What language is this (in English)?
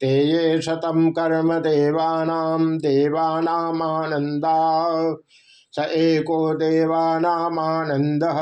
Sanskrit